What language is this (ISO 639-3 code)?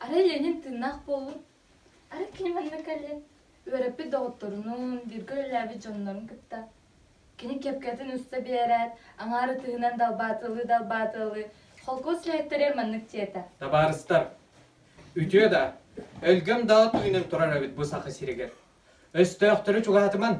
sah